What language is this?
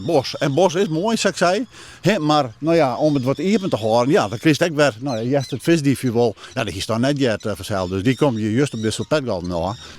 Western Frisian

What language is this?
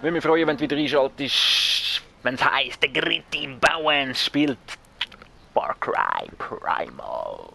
Swiss German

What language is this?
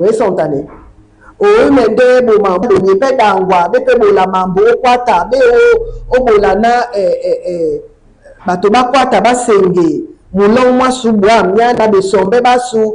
Duala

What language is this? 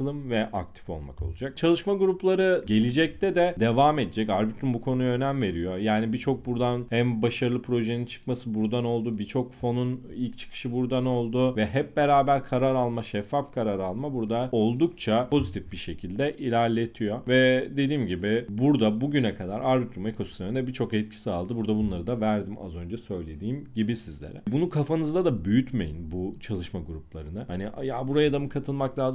Turkish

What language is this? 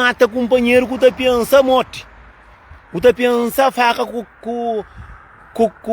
Kabuverdianu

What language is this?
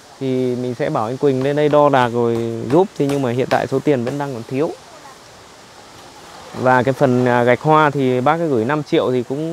Vietnamese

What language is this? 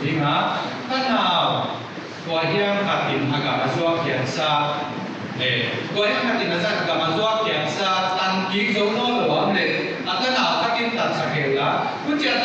Paite Chin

